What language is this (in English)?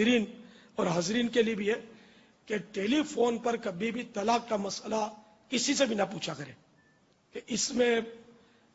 Urdu